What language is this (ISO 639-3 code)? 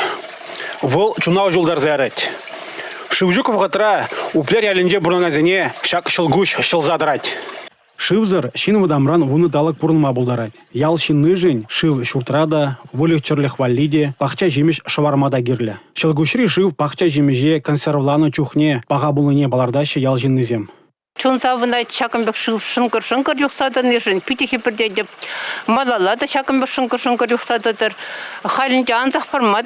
chv